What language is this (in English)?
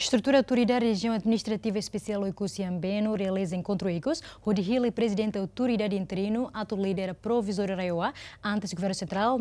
Tetum